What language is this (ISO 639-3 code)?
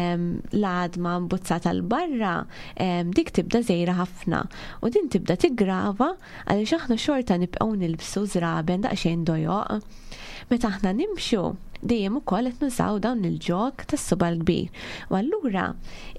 mlt